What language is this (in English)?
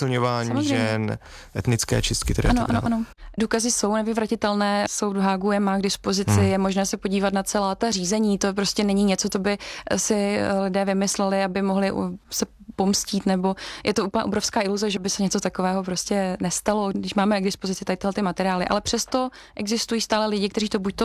Czech